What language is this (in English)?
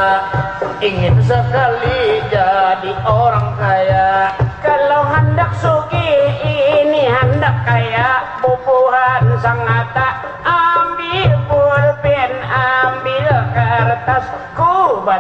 Banjar